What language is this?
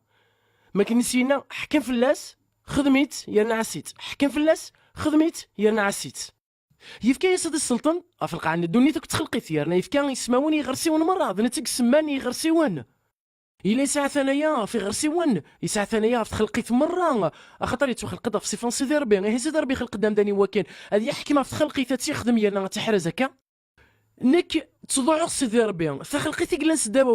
Kabyle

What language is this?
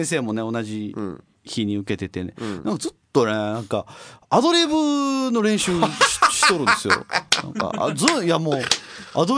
Japanese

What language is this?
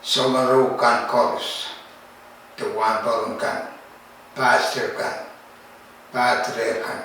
Pohnpeian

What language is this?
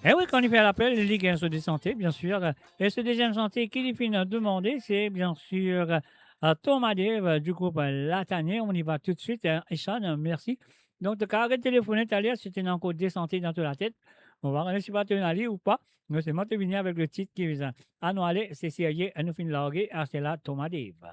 Morisyen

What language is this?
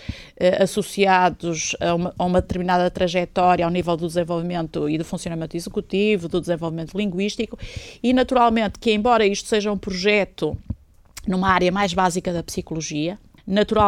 Portuguese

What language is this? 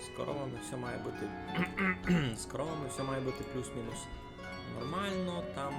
Rusyn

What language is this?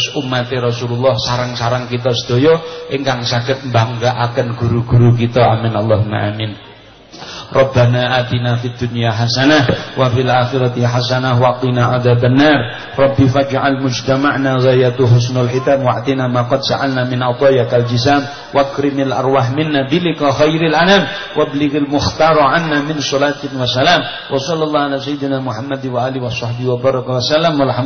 Javanese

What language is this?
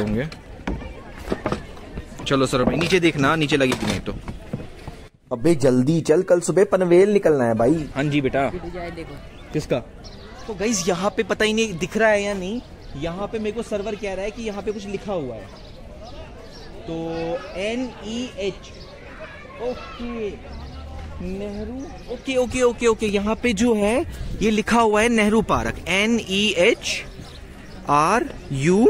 Hindi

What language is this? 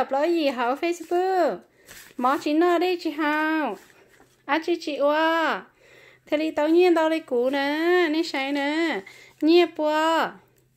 Hmong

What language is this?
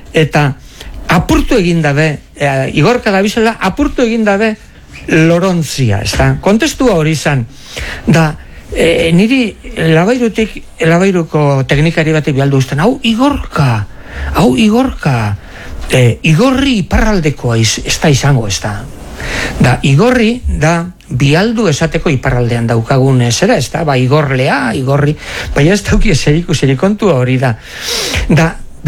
Basque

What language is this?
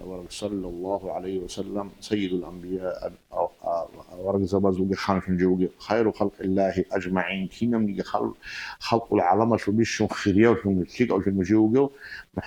Avaric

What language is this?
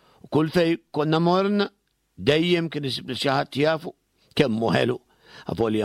Maltese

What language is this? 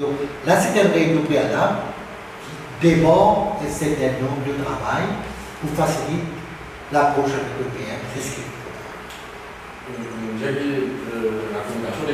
Morisyen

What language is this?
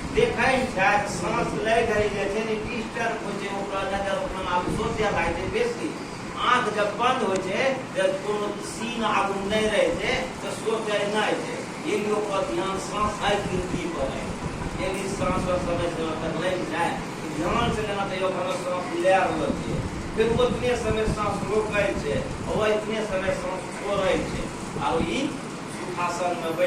Angika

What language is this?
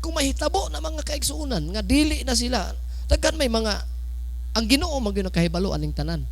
Cebuano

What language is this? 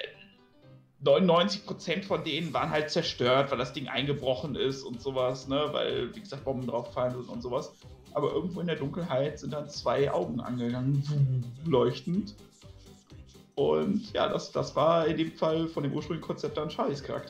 German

